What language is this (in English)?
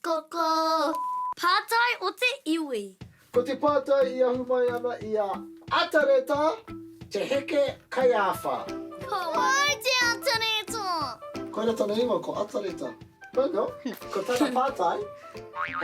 Māori